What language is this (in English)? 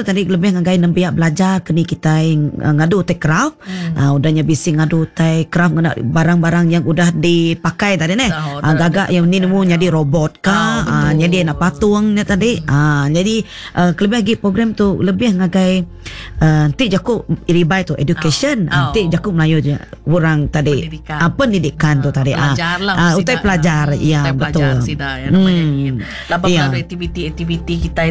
Iban